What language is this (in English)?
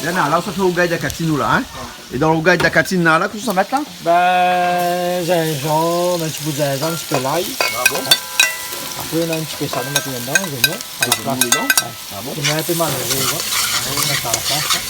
Réunion Creole French